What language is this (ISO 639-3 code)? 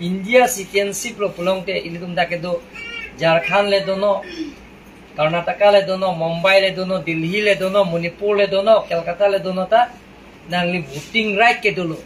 mjw